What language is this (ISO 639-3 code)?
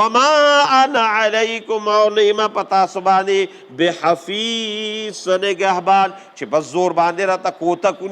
pus